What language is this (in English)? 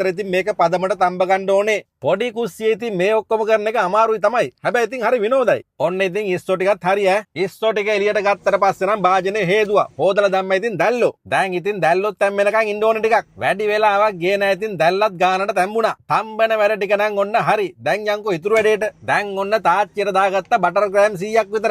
Sinhala